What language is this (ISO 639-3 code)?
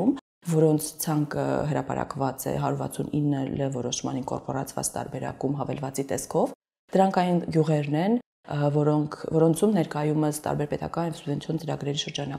hye